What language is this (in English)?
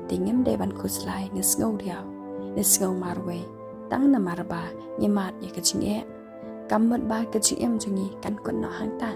Khasi